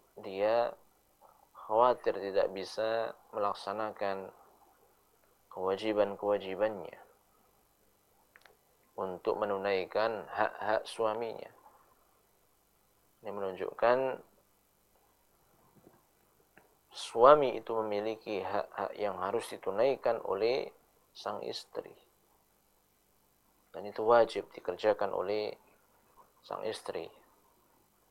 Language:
Indonesian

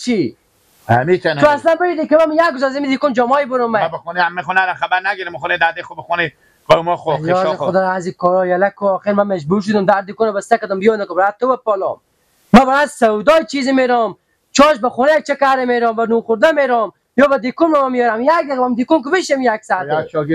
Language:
Persian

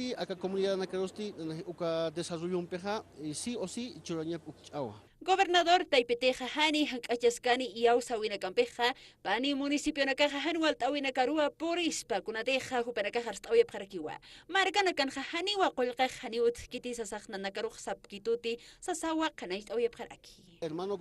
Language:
Aymara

